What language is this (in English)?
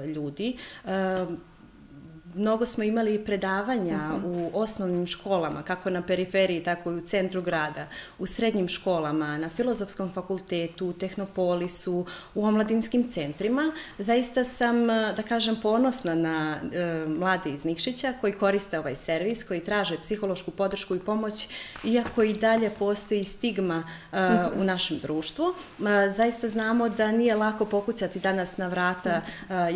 Serbian